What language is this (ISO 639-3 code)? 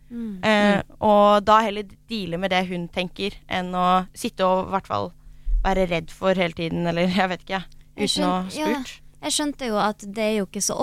nor